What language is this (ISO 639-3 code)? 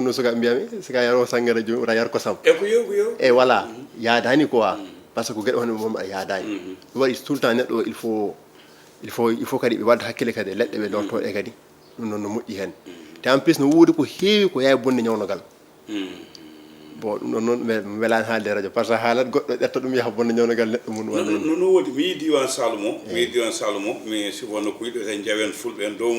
ful